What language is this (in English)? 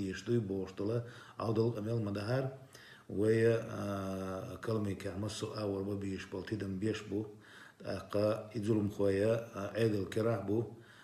Chechen